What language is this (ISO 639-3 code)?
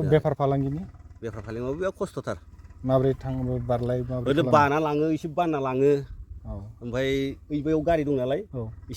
brx